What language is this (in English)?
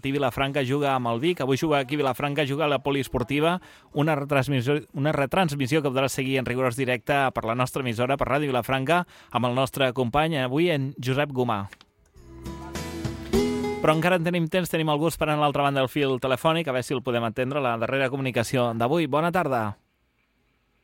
Catalan